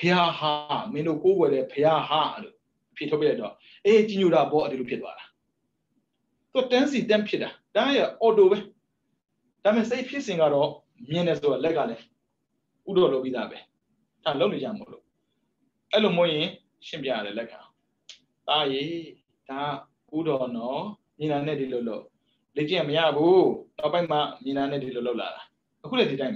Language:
Burmese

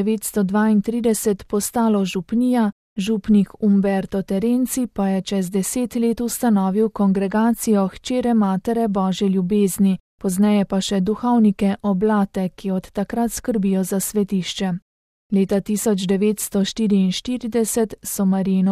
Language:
Slovenian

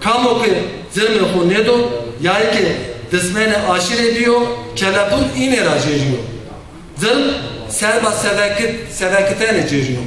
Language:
Zaza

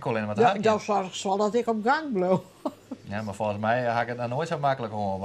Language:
Western Frisian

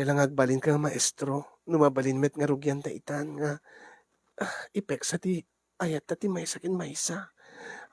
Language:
Iloko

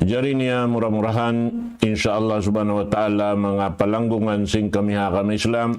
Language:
Tausug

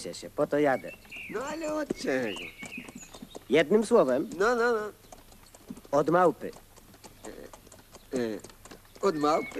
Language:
Polish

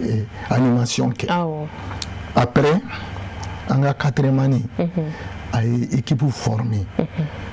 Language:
Bambara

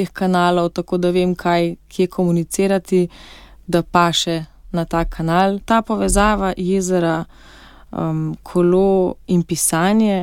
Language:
Slovenian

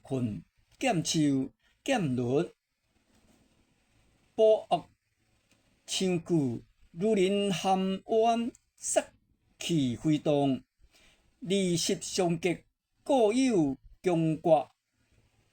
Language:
Min Nan Chinese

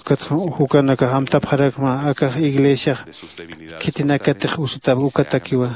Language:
Aymara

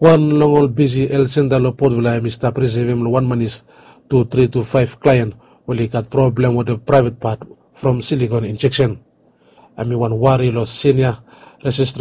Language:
Bislama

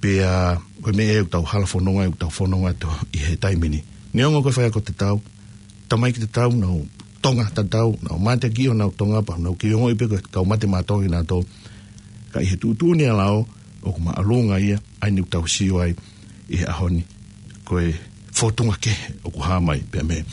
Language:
Tongan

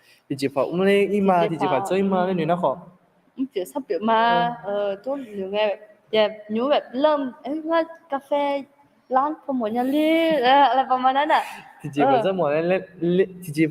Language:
Akha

